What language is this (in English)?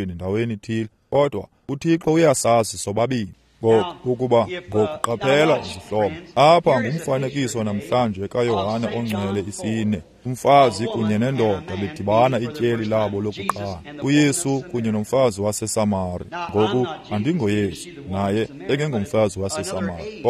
Xhosa